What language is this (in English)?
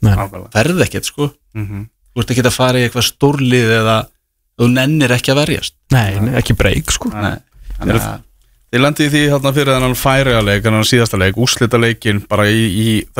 Icelandic